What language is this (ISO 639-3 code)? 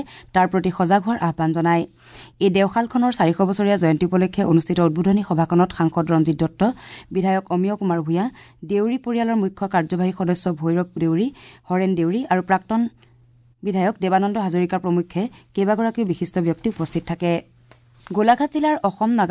asm